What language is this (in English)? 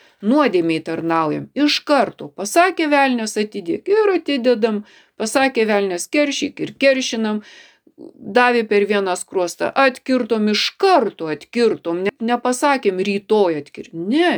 Lithuanian